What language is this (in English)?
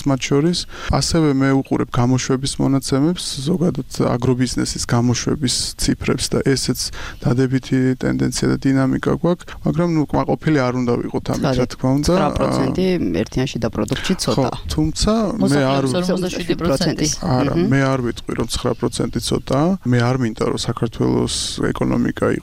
Georgian